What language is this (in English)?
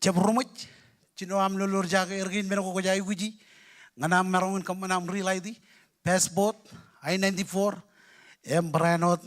Marshallese